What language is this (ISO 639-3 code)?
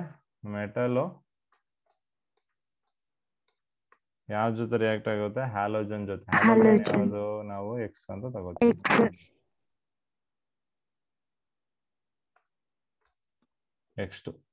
kan